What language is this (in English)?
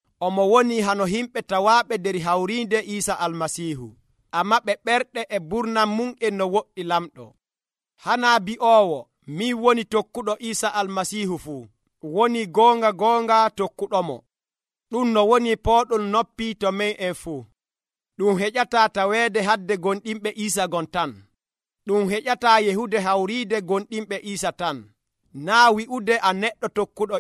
Nigerian Fulfulde